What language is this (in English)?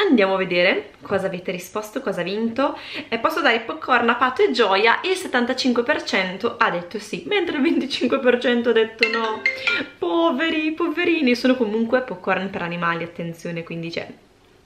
Italian